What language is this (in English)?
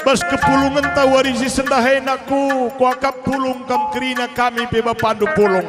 Batak Karo